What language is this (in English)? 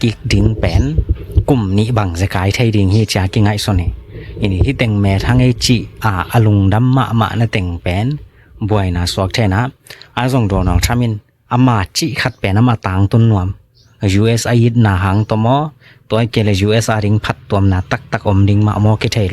Tedim Chin